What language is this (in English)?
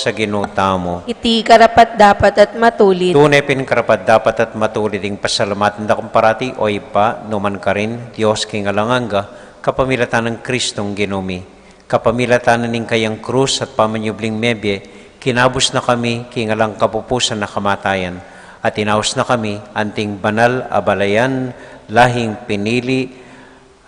Pampanga